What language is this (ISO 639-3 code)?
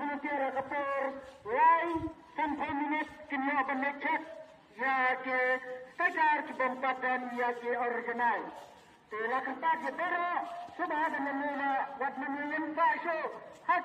kha